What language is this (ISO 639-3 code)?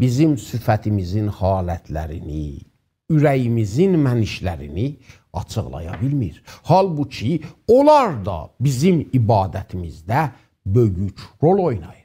azb